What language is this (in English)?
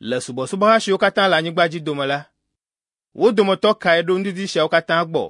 Ewe